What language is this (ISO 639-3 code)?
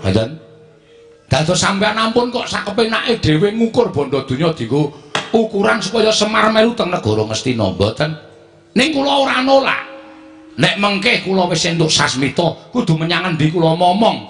jav